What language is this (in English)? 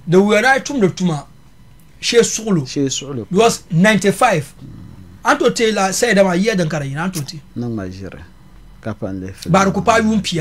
Dagbani